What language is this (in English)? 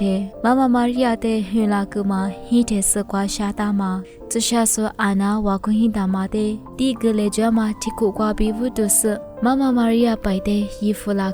Lisu